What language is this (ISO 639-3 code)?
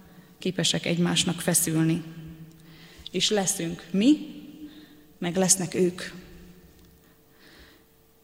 hun